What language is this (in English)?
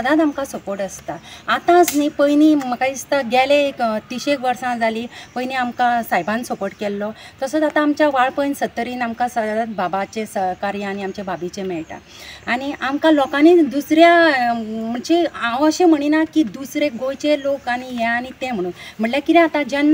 Konkani